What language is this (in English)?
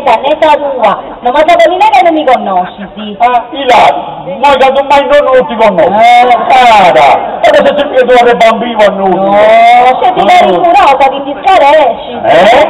Sardinian